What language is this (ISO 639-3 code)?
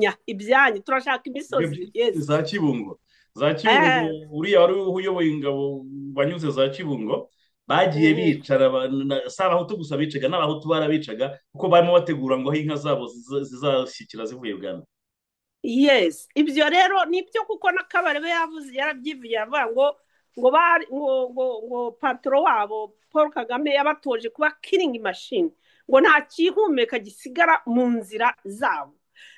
kin